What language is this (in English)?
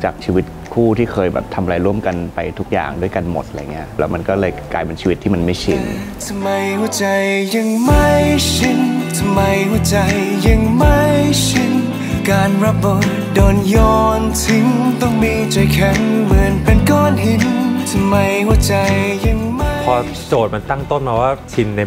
Thai